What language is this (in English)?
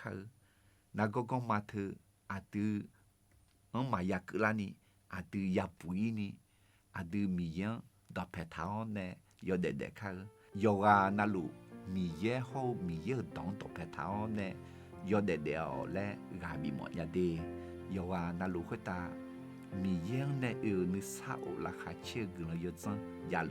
Akha